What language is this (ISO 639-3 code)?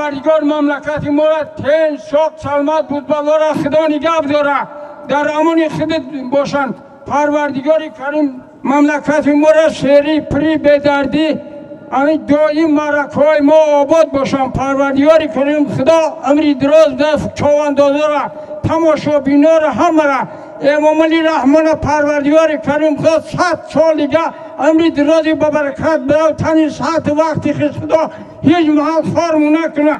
tgk